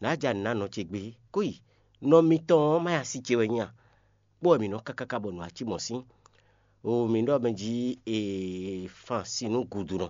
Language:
Fon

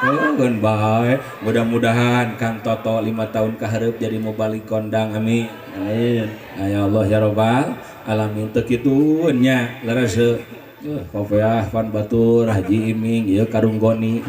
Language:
Sundanese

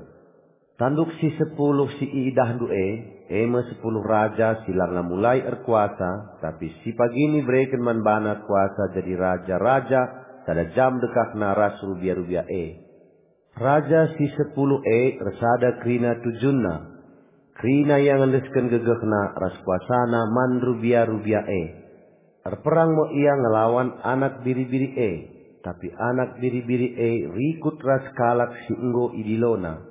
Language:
Batak Karo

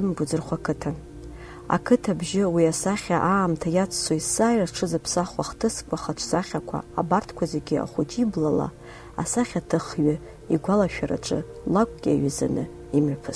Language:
Abkhazian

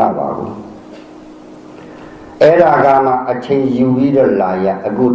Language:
Burmese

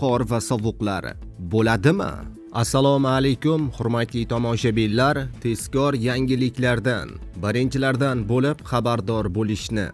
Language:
Uzbek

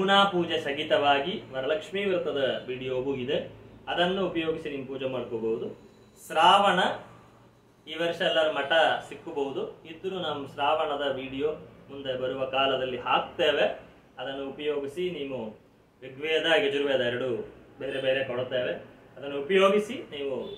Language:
Kannada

